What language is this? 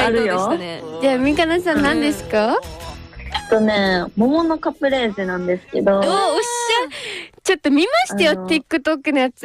Japanese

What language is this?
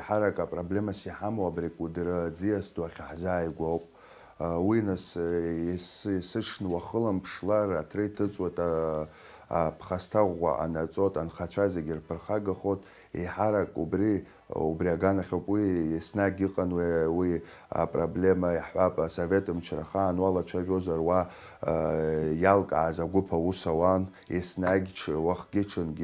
Abkhazian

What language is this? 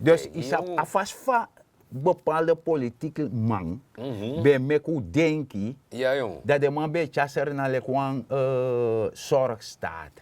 Sranan Tongo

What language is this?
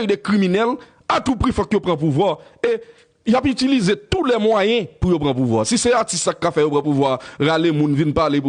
Haitian Creole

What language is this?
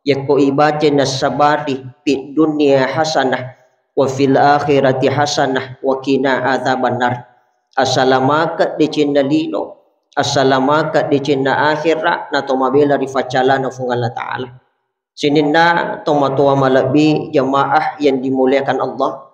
Buginese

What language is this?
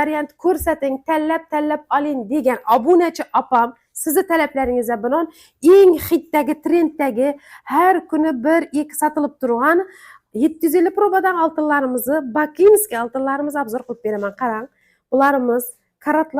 Uzbek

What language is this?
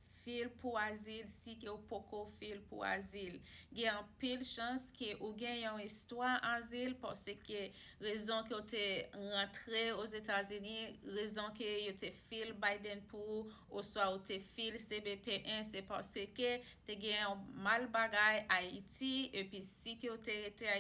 Haitian Creole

